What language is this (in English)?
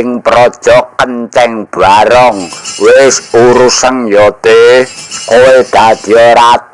Javanese